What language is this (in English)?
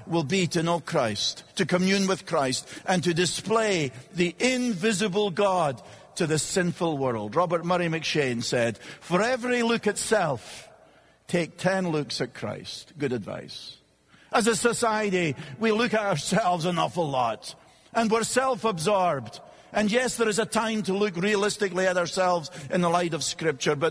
English